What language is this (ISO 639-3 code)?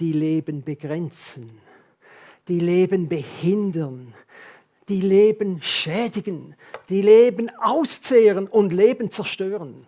gsw